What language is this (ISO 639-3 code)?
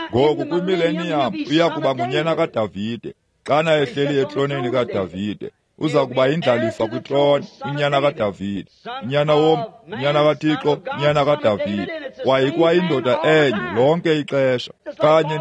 xho